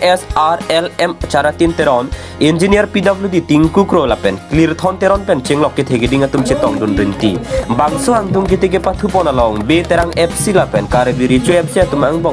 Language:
Karbi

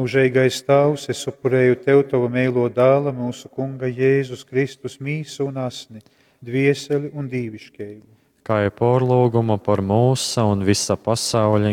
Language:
Latgalian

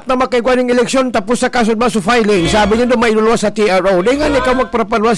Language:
Bikol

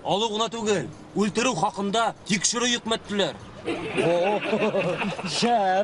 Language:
Bashkir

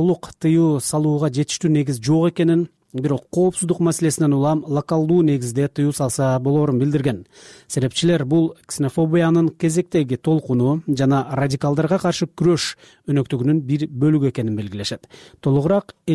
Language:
Kyrgyz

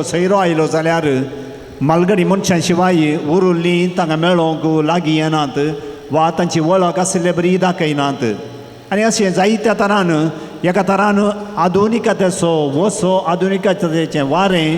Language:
Konkani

